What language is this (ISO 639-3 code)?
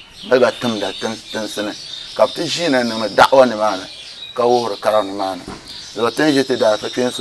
dag